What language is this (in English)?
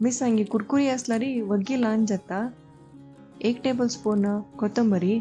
Konkani